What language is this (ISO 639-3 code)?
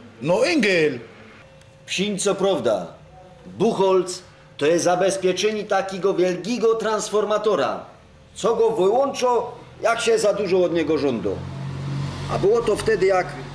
szl